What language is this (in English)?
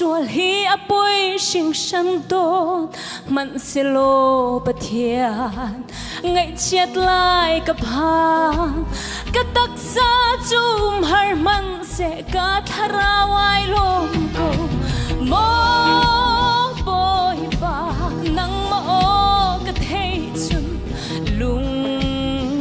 Hakha Chin